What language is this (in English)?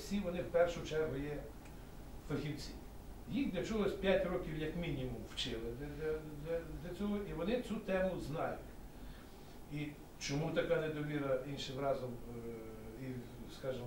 Ukrainian